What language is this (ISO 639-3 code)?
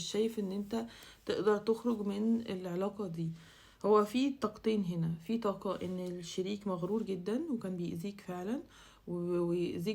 arz